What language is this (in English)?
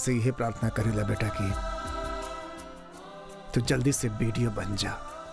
Bhojpuri